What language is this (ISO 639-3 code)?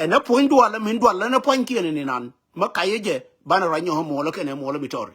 nus